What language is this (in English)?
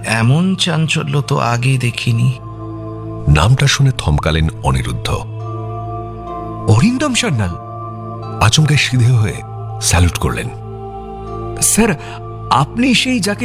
Bangla